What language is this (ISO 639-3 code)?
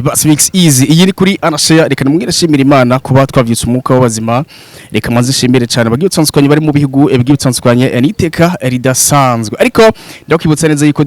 run